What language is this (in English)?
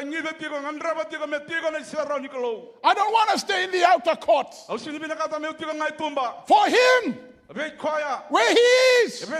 Fijian